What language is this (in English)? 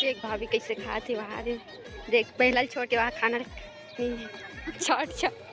Chhattisgarhi